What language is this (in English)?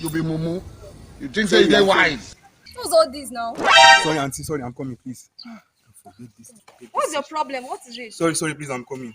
Nigerian Pidgin